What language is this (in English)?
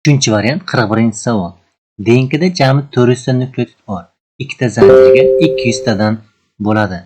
Uzbek